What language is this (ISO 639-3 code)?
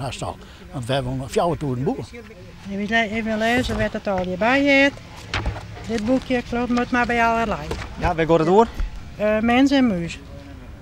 fry